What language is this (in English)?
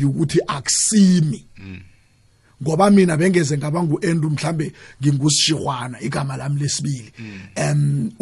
South Ndebele